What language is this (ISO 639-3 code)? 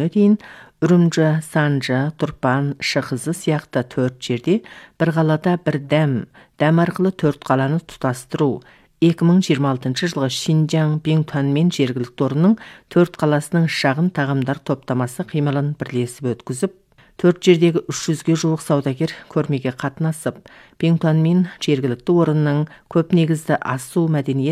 kaz